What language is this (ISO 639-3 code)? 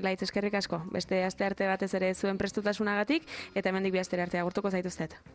eus